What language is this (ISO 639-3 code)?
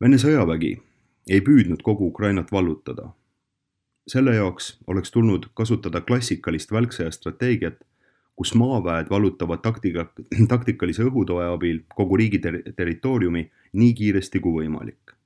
est